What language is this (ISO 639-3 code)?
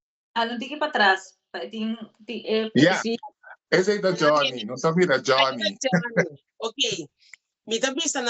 pap